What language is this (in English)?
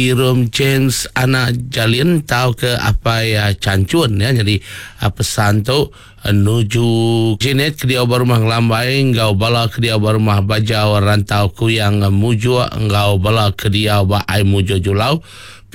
Iban